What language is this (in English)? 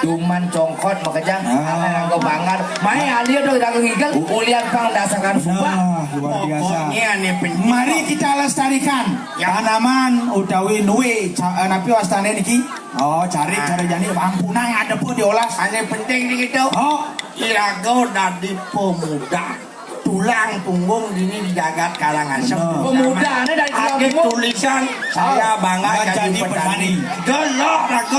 Balinese